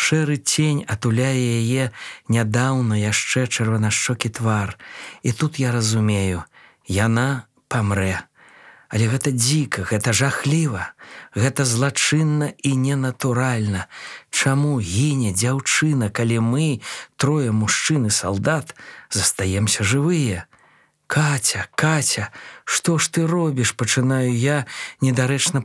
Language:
Belarusian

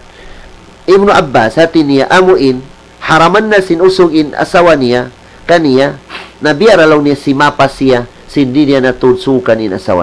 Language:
Tausug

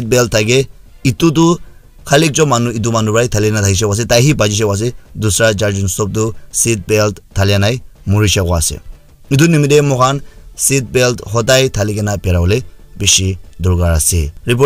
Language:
Naga Pidgin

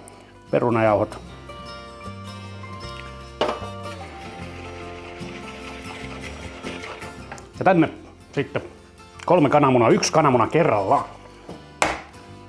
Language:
Finnish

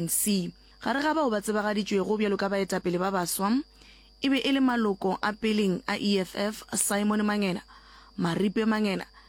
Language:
Northern Sotho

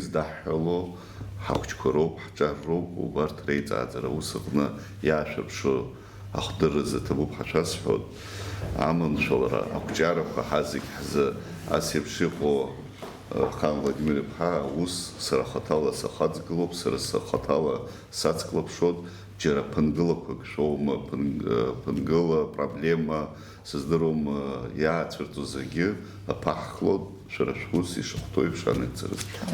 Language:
Abkhazian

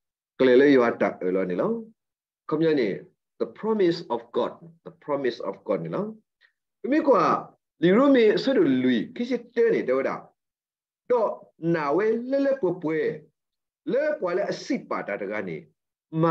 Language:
S'gaw Karen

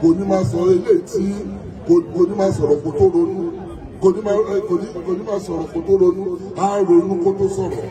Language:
Yoruba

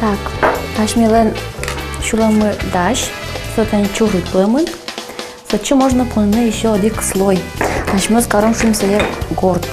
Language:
Udmurt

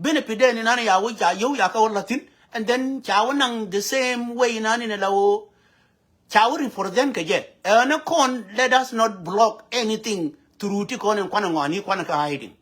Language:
Nuer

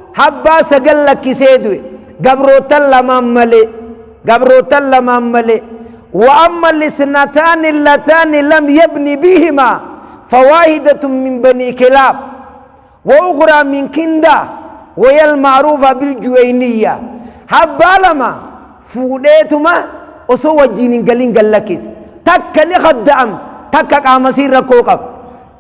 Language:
Oromo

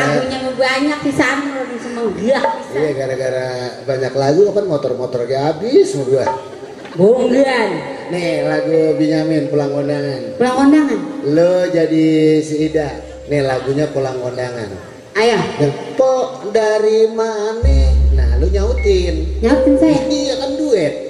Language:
Betawi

